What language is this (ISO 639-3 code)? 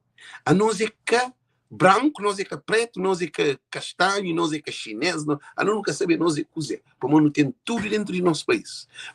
kea